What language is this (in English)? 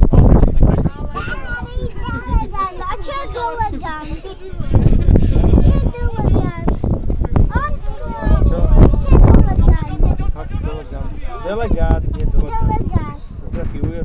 Slovak